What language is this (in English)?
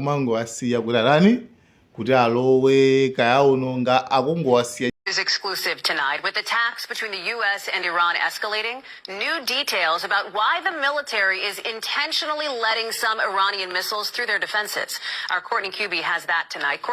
Nyanja